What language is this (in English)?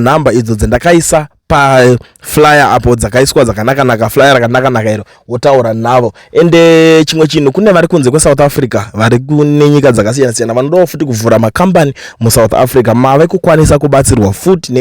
Shona